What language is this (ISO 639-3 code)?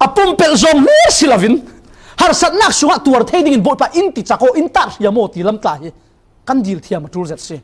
cfm